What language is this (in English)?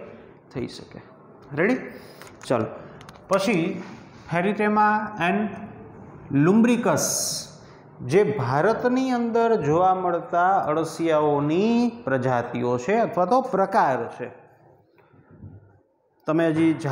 Gujarati